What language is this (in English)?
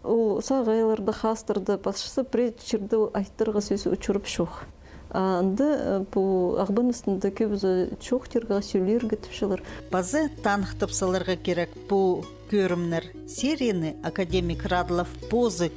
Khakas